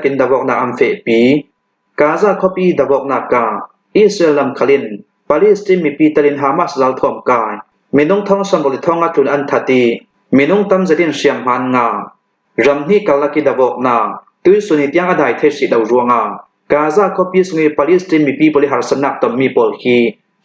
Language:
Hakha Chin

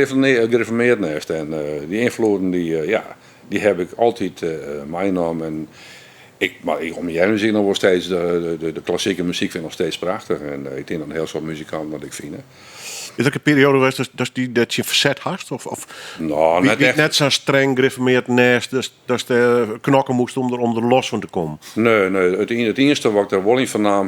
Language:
Western Frisian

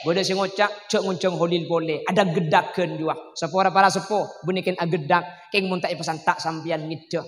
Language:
Madurese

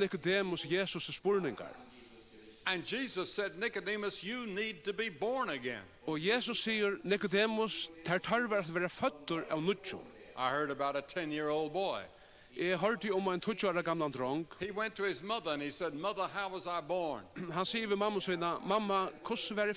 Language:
Faroese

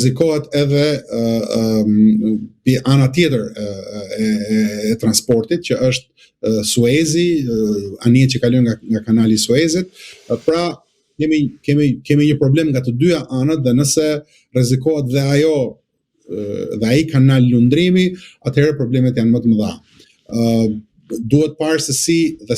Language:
Albanian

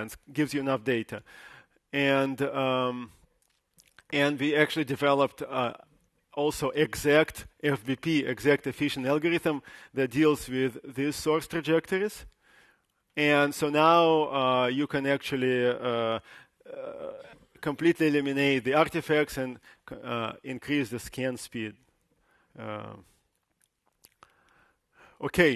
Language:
English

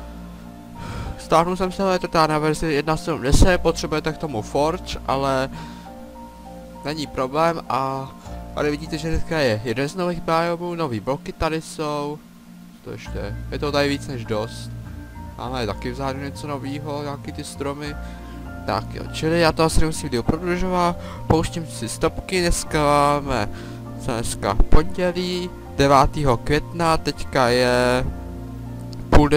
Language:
Czech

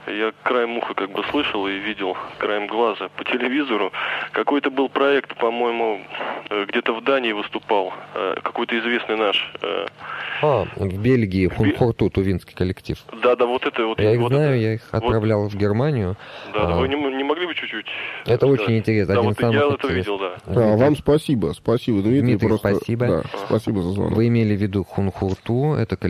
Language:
Russian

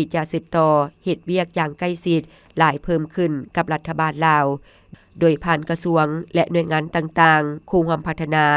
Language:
Lao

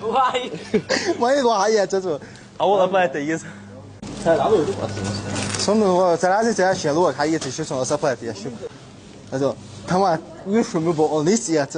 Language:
Chechen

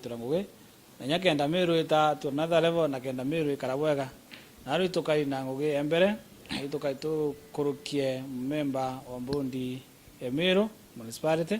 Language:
Meru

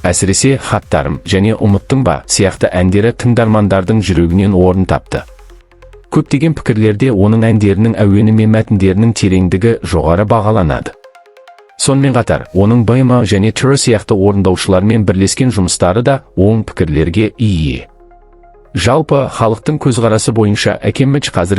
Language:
Kazakh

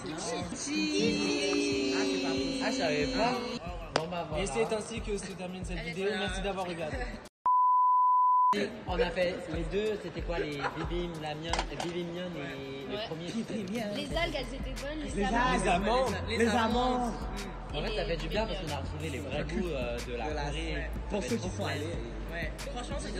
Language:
French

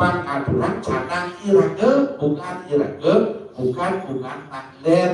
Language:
Balinese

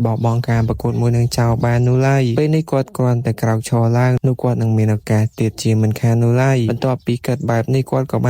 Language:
Khmer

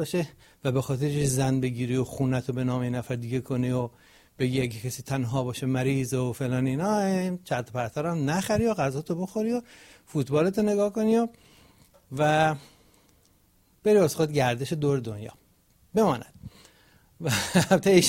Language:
Persian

